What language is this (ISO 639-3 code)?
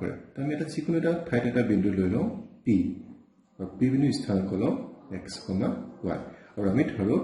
asm